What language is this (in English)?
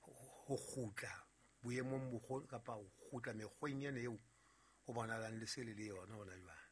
Southern Sotho